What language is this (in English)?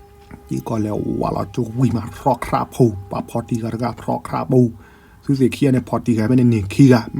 S'gaw Karen